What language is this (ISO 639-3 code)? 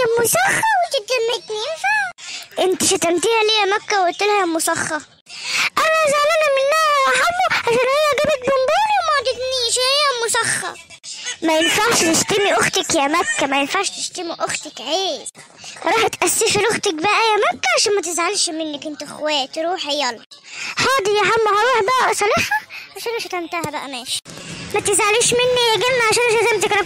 arz